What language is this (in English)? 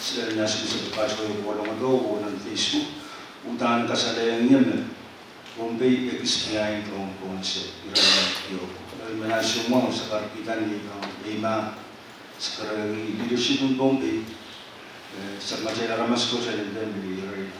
Pohnpeian